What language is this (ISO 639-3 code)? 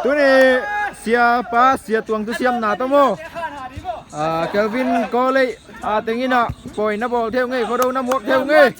ctd